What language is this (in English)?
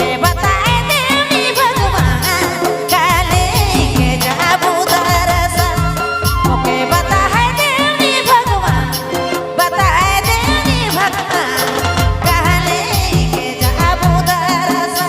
Sadri